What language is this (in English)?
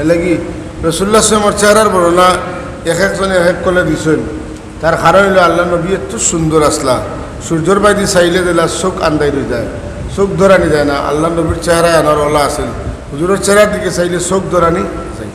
Sylheti